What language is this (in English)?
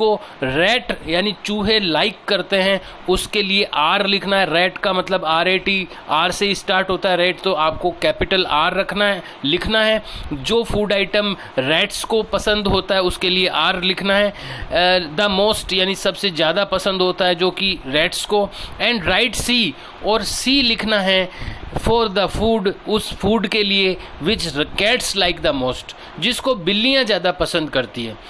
Hindi